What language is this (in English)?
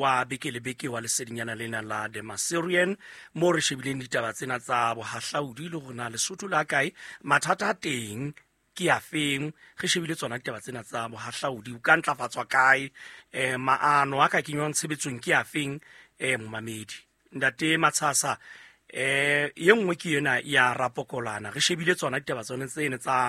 Southern Sotho